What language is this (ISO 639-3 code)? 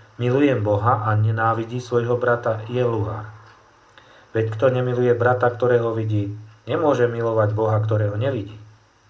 slk